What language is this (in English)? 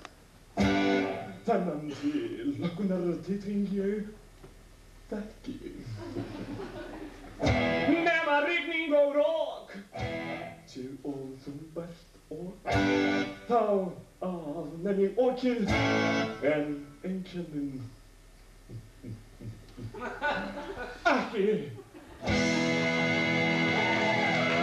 Icelandic